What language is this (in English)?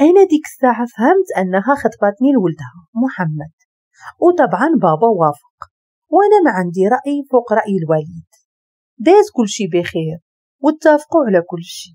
Moroccan Arabic